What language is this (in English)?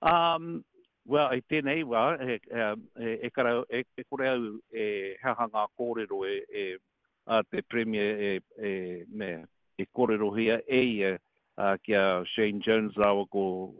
Māori